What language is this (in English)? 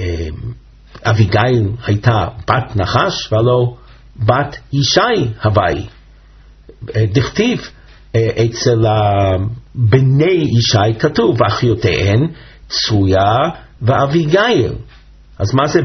Hebrew